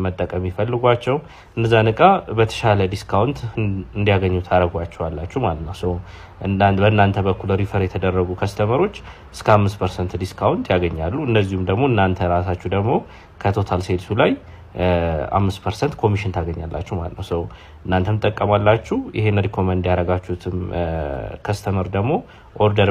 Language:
Amharic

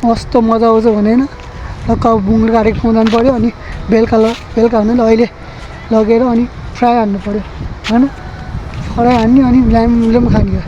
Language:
Nepali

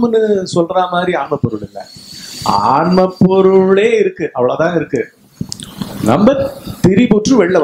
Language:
Tamil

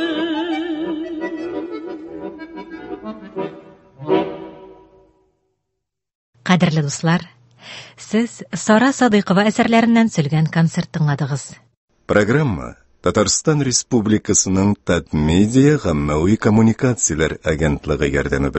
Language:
Tatar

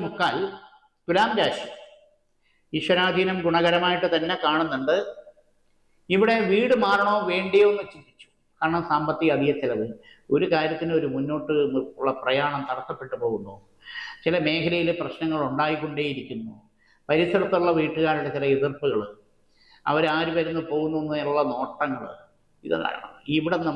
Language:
Malayalam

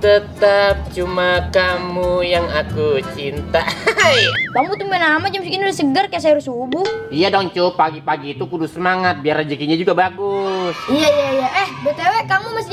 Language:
Betawi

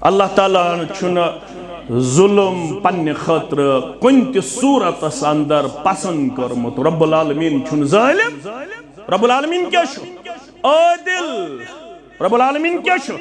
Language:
Kashmiri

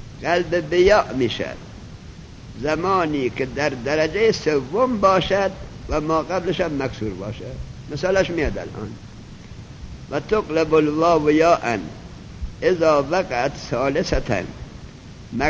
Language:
Persian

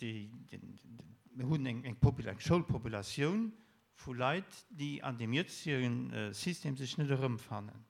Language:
Luxembourgish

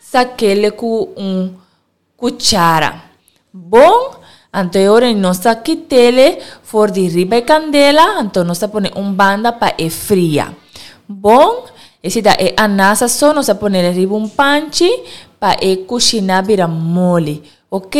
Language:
Papiamento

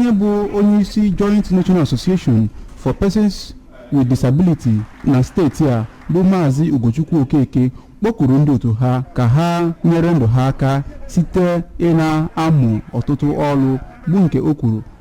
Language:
Igbo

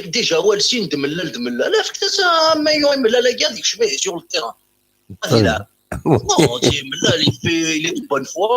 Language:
Kabyle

